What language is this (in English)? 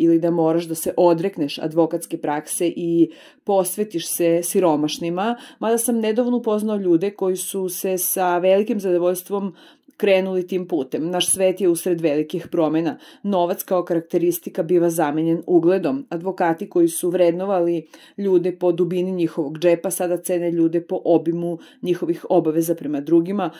Serbian